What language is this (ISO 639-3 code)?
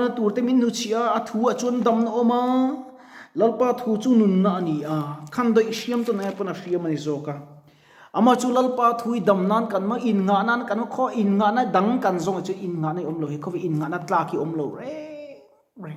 lus